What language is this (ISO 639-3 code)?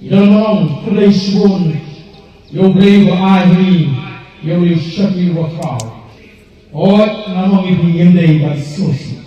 kha